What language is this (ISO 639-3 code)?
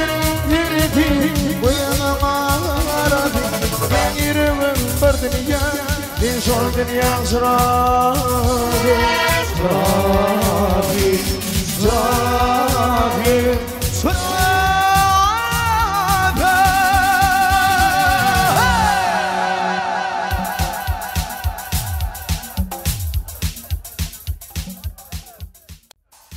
tur